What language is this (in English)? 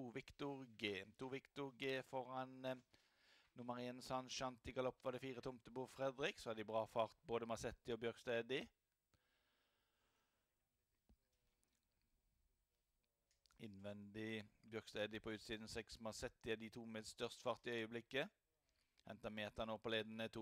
Norwegian